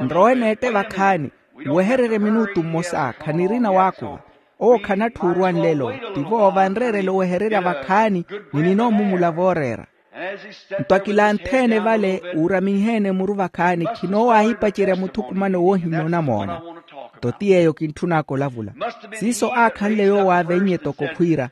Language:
Makhuwa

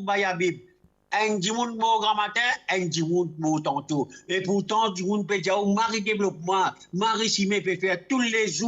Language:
Morisyen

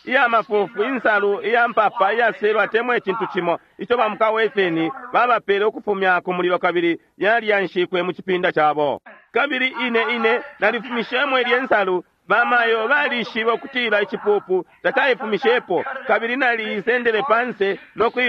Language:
Bemba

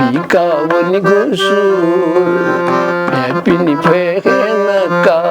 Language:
Newari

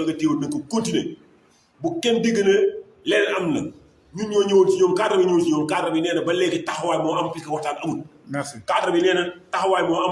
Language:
Wolof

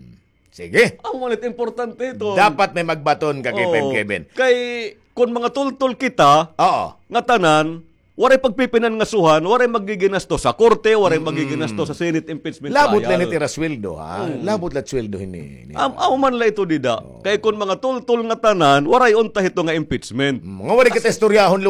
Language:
Waray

